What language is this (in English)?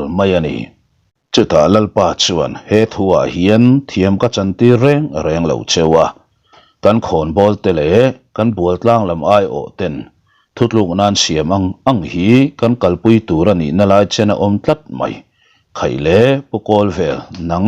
Mizo